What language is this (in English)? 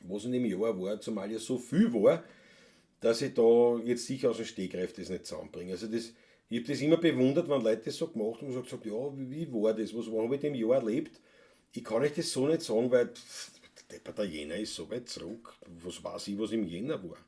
Bavarian